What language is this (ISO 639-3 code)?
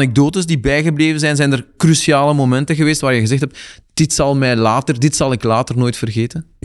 nld